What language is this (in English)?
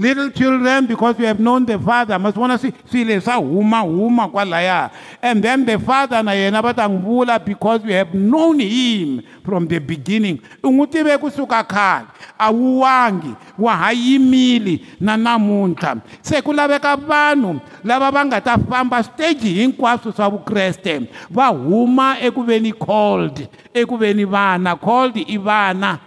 Tsonga